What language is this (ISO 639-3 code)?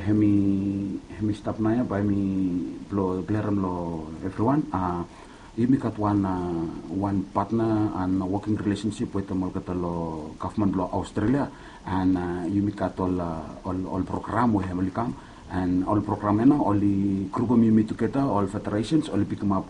bis